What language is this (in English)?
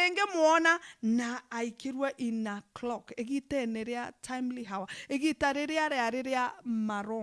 Meru